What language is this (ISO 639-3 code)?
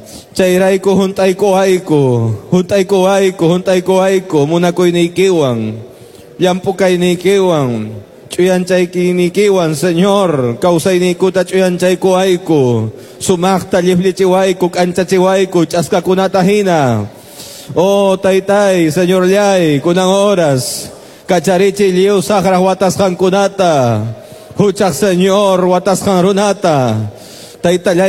que